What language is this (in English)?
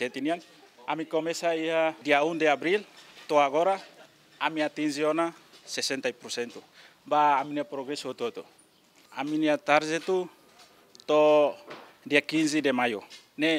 Tetum